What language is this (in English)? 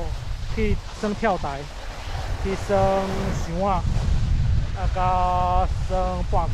Min Nan Chinese